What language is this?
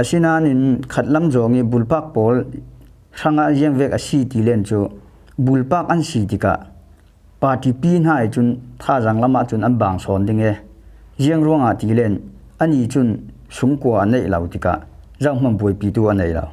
Falam Chin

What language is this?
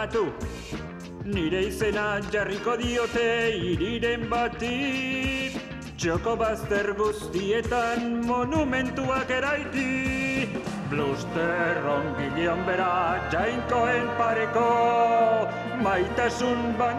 Basque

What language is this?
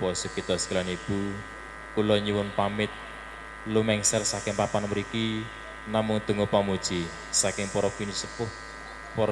Javanese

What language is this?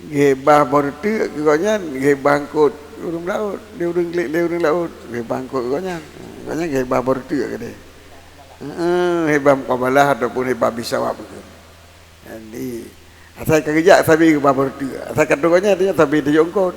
Achinese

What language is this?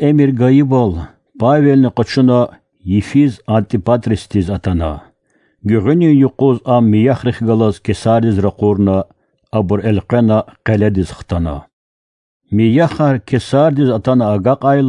Lezghian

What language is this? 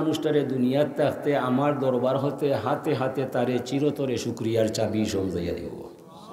Sylheti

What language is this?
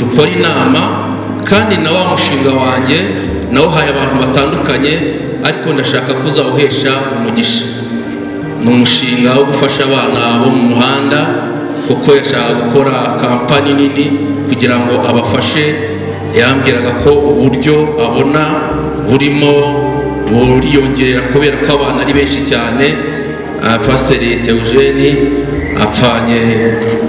Kinyarwanda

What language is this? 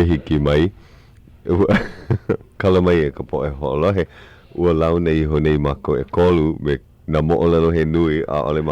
Hawaiian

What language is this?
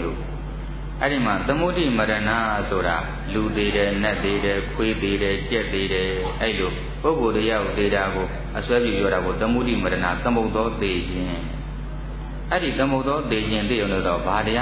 Burmese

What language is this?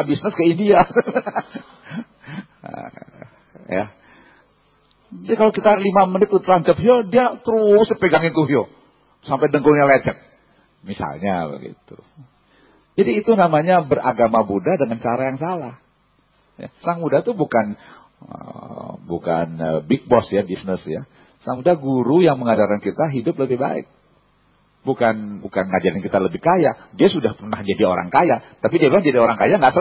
Indonesian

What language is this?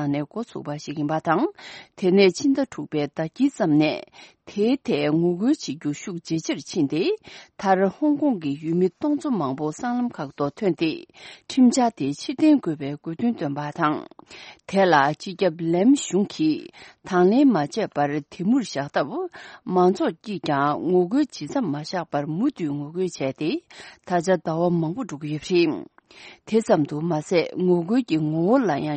Tibetan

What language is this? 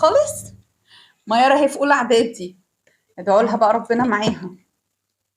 Egyptian Arabic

